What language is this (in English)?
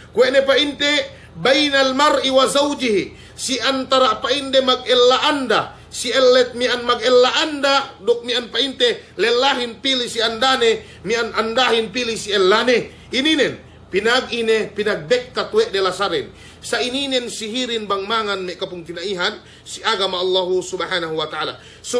Yakan